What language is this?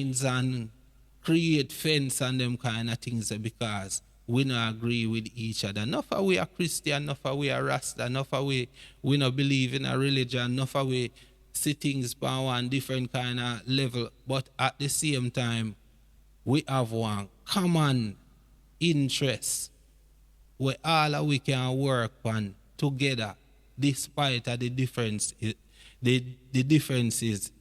Jamaican Creole English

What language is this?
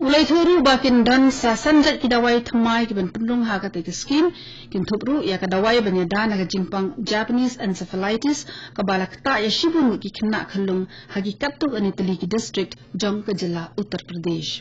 Khasi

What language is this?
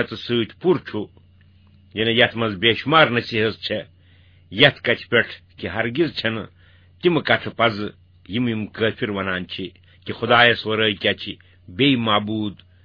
Kashmiri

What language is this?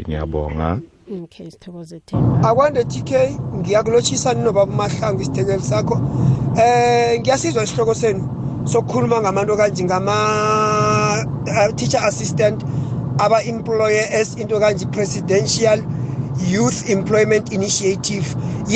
South Ndebele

